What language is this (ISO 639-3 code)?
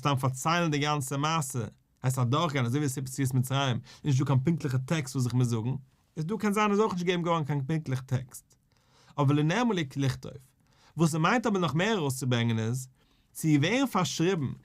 yid